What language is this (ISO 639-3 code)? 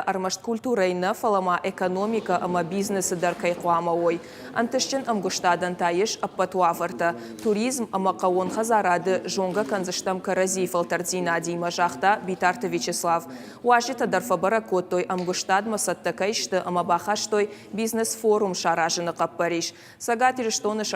oss